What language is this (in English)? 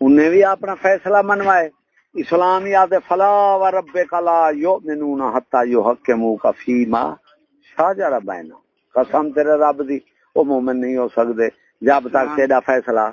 Saraiki